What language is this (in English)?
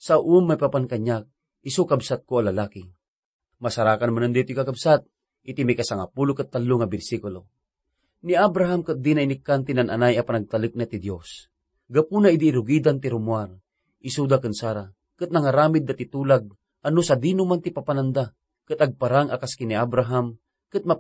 Iloko